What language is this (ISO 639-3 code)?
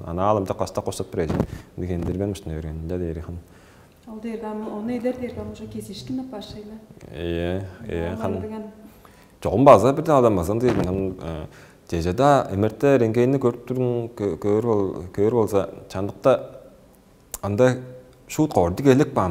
tyv